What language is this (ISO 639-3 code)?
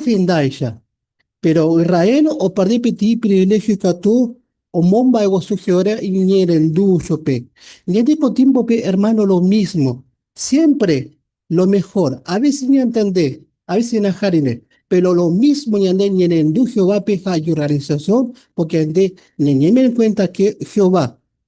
grn